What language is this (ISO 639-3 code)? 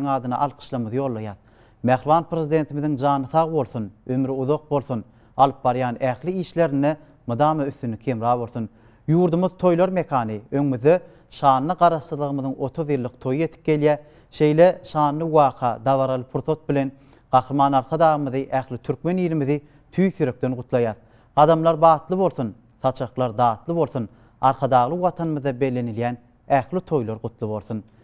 tuk